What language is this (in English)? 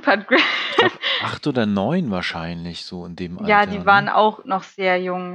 German